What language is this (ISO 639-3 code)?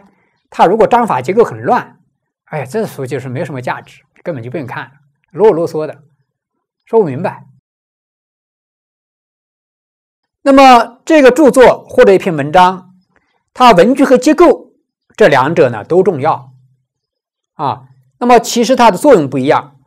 zho